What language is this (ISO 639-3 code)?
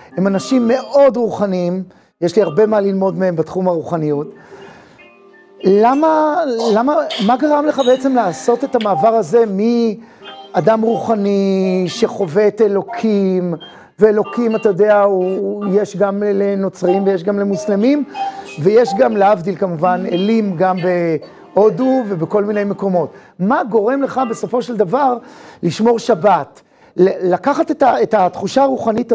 heb